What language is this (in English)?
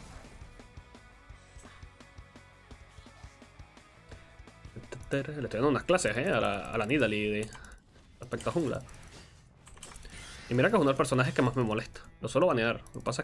Spanish